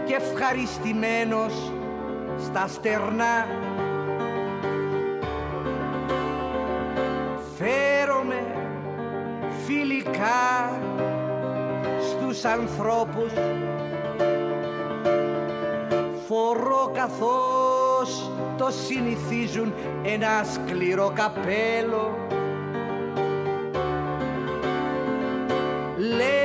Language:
Greek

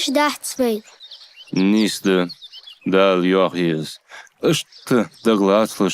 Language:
Ingush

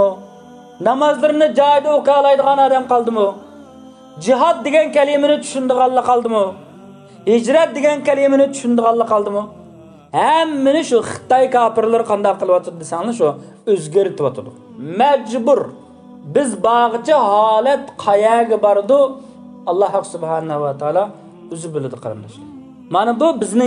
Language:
Uyghur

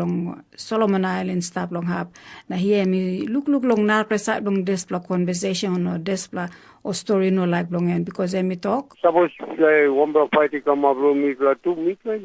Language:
Tok Pisin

